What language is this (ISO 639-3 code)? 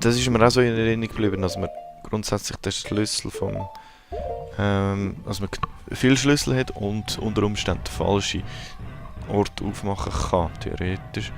gsw